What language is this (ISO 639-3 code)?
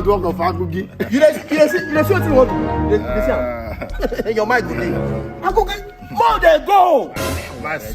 pcm